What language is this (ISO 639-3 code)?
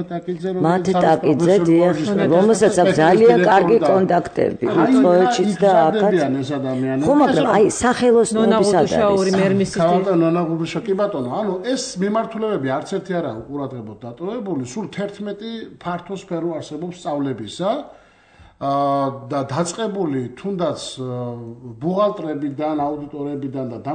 kat